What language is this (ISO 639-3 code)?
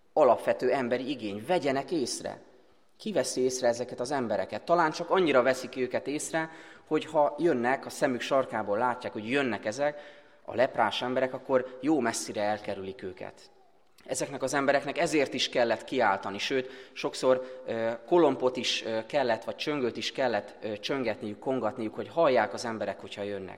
hun